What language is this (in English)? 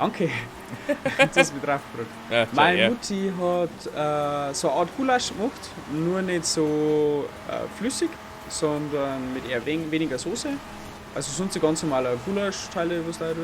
Bavarian